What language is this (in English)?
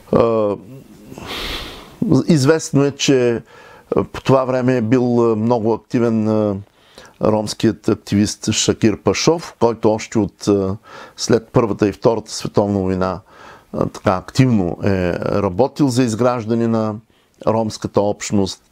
Bulgarian